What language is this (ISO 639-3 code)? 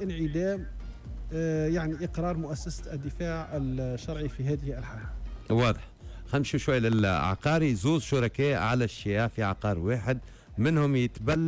aeb